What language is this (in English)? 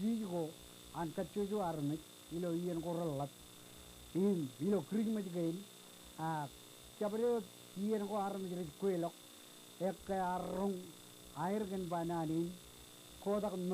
Marshallese